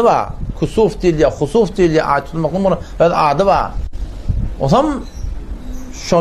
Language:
Turkmen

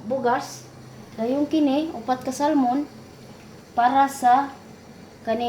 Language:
Cebuano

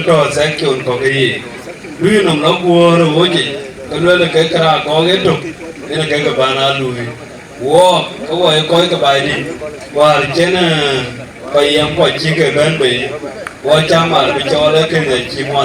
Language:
Dinka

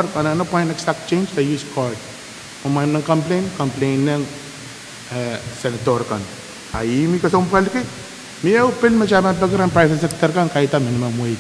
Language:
Pohnpeian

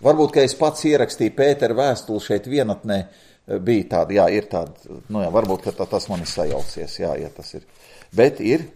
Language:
Latvian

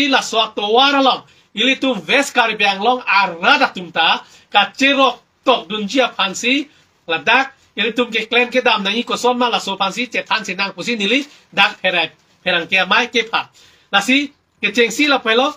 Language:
Karbi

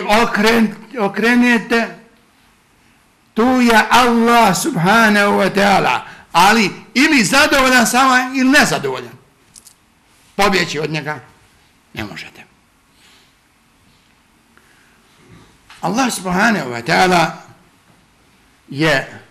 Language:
Bosnian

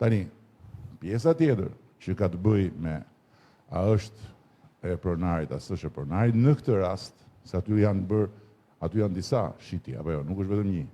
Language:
Albanian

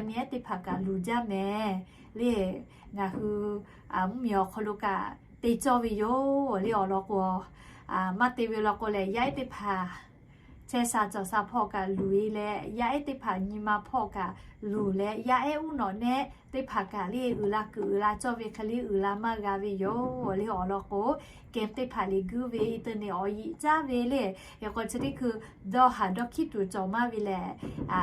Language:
Lahu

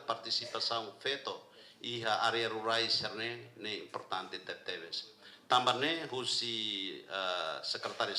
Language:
Tetum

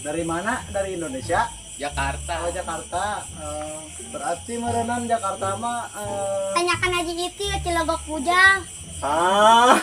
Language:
Sundanese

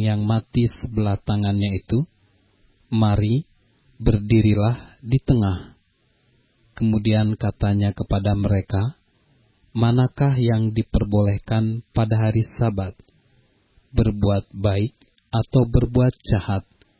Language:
Indonesian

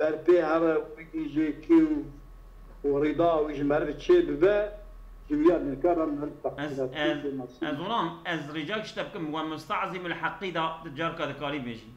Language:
Kurdish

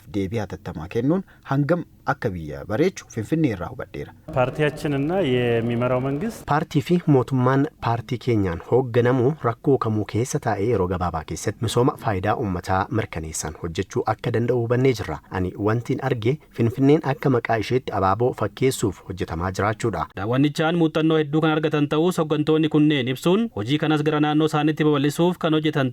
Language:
Oromo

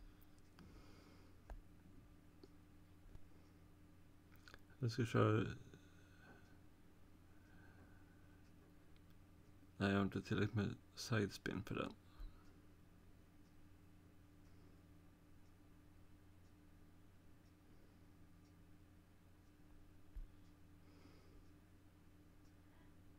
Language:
Swedish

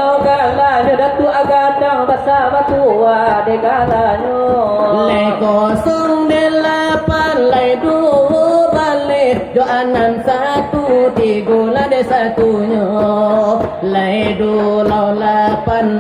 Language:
Minangkabau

